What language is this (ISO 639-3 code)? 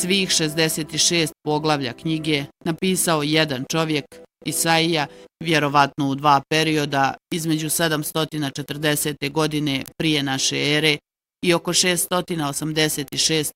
bos